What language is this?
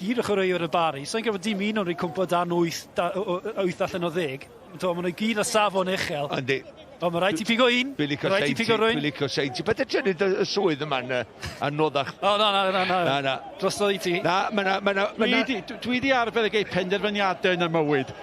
Welsh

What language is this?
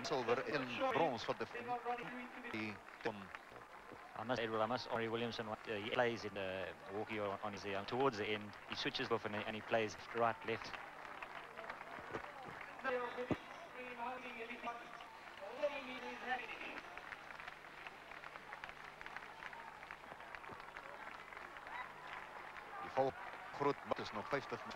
Afrikaans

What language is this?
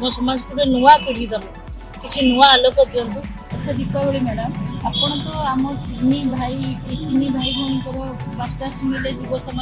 Odia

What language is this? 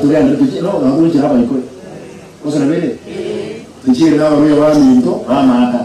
Gusii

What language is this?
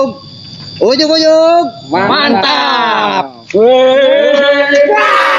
Betawi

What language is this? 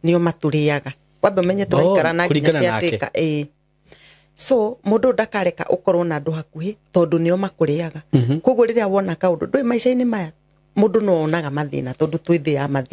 Kikuyu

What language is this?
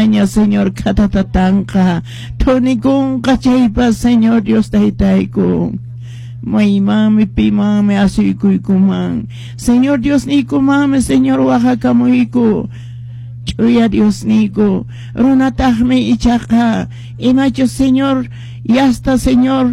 Quechua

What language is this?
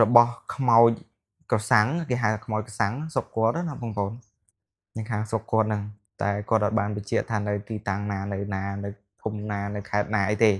Khmer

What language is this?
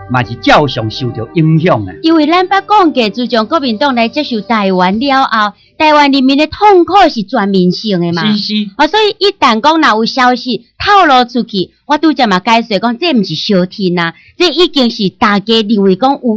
Min Nan Chinese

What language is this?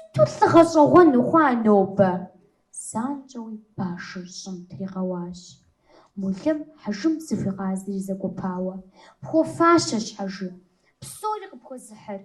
Kabardian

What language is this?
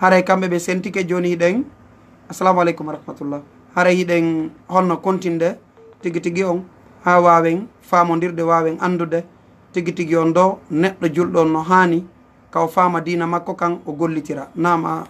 Fula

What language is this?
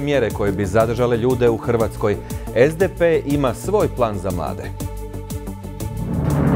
Croatian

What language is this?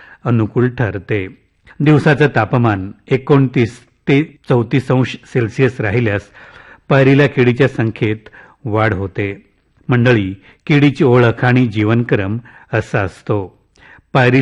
Marathi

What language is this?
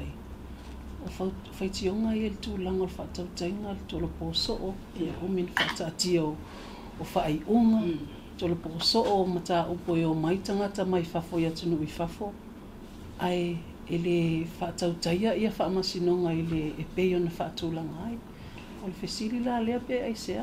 Samoan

